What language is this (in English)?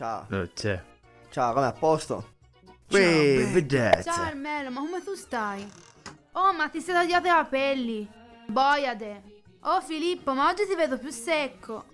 Sicilian